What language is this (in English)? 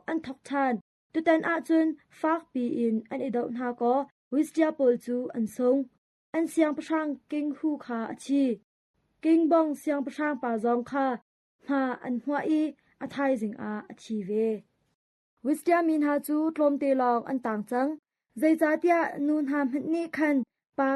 Hakha Chin